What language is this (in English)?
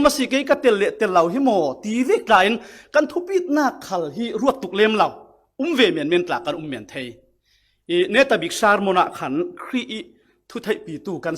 Falam Chin